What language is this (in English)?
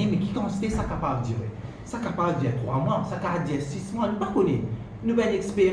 Morisyen